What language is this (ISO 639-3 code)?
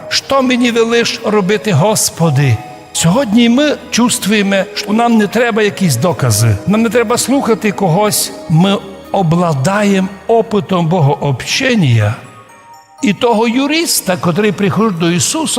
rue